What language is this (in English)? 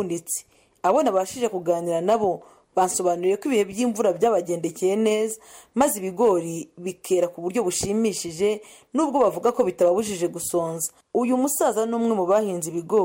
Kinyarwanda